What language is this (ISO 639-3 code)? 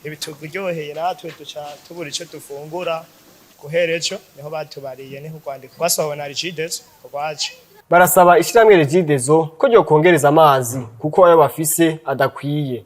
run